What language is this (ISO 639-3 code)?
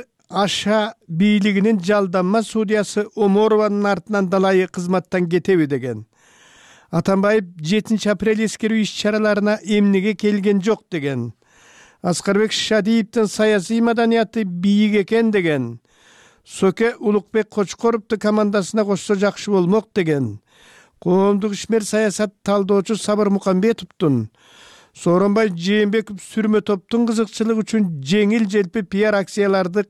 kir